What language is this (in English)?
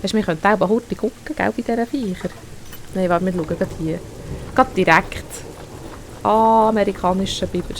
Swiss German